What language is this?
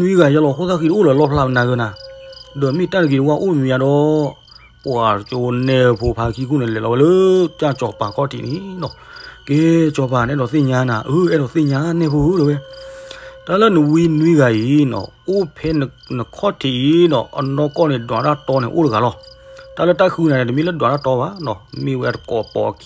S'gaw Karen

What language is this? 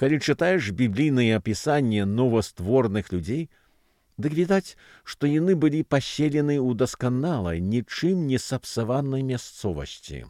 Belarusian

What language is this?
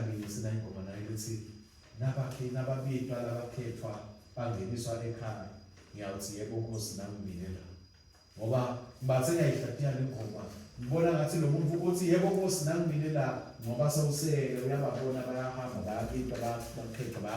Swati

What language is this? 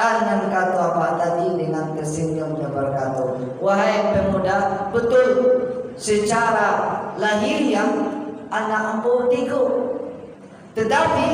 Minangkabau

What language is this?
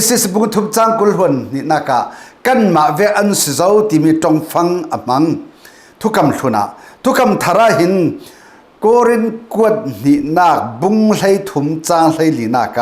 Falam Chin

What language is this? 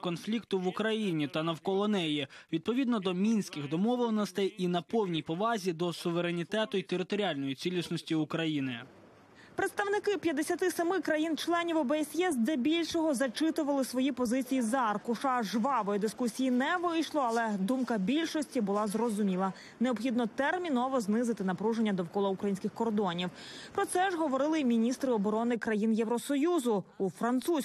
Ukrainian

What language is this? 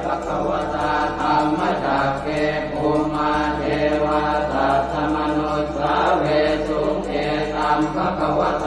Pali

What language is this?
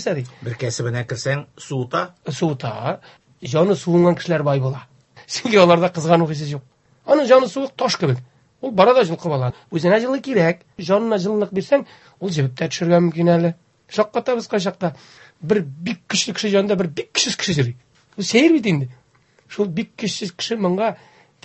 Tatar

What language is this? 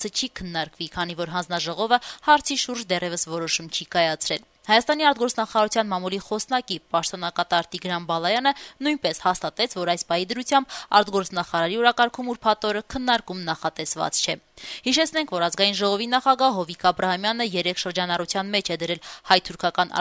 Armenian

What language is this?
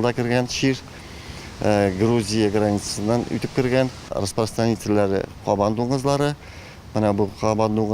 Tatar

